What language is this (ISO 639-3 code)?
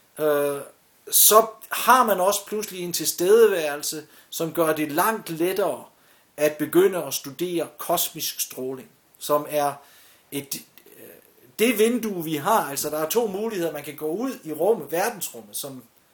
dan